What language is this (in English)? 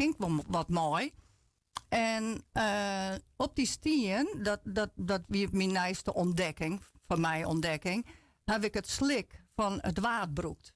Western Frisian